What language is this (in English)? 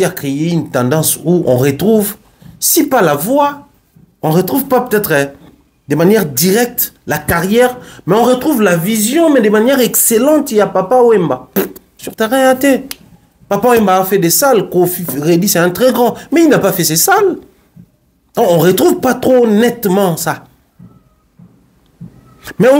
French